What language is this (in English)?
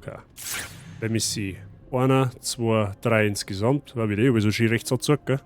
Bavarian